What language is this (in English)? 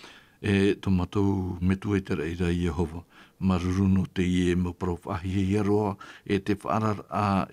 Tahitian